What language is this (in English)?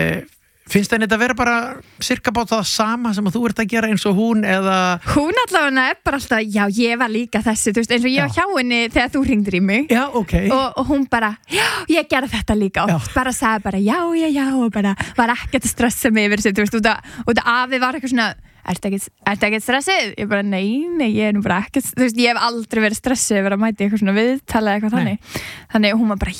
Icelandic